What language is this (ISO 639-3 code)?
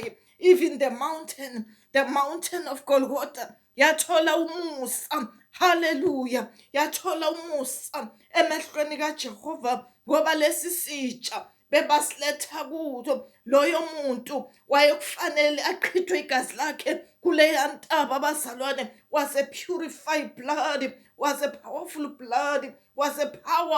zul